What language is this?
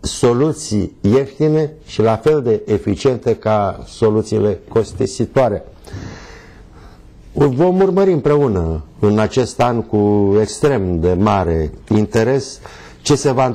Romanian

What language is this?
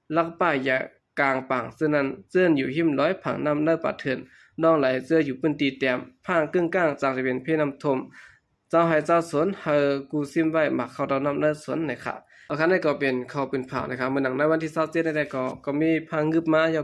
Shan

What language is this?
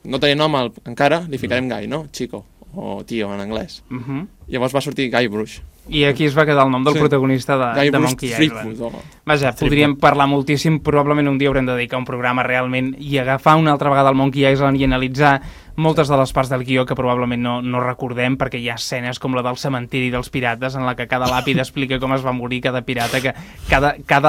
Catalan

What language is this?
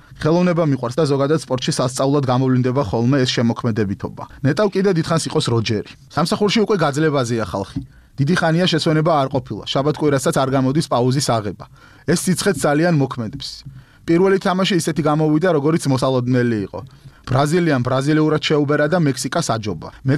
Georgian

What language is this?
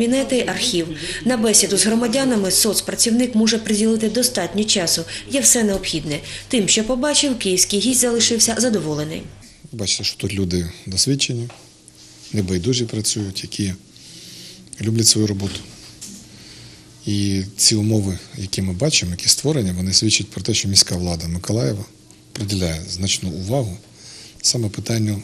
Ukrainian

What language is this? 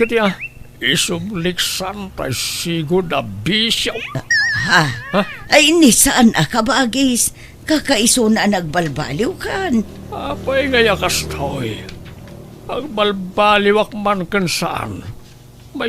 Iloko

